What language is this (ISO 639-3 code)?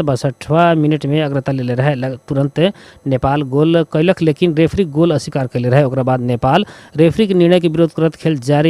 bho